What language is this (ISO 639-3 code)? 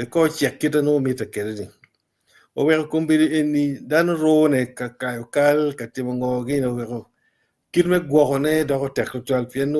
ach